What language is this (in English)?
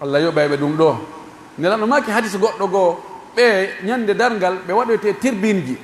Pular